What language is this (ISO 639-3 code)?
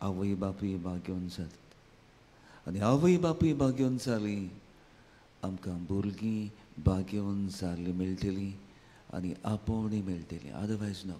kok